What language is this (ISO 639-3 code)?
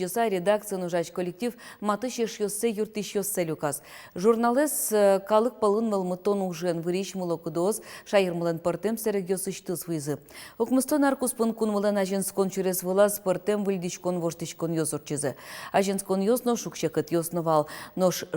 udm